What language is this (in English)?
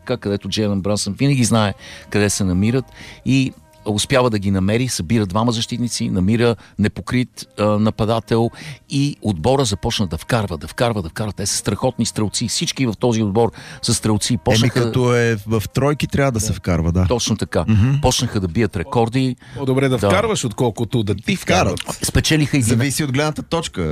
Bulgarian